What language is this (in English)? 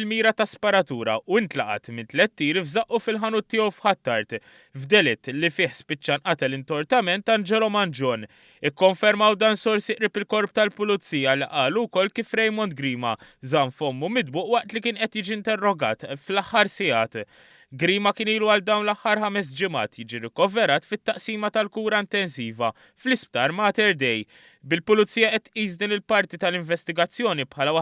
Maltese